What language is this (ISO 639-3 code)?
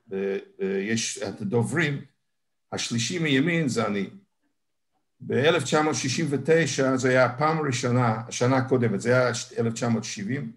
heb